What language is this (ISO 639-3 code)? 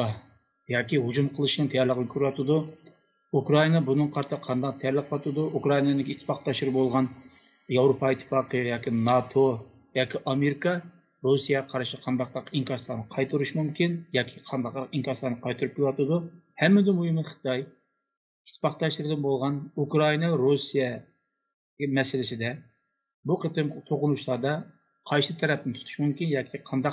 uig